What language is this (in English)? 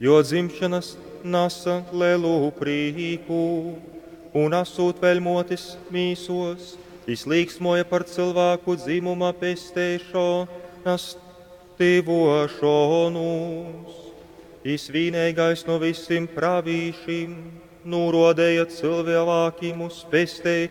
Latgalian